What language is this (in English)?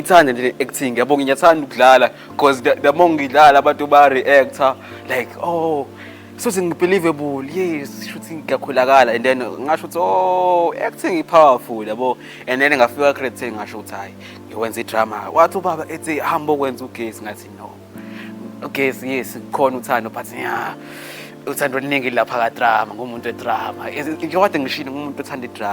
Zulu